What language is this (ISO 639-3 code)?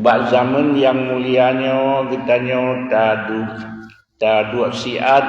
ace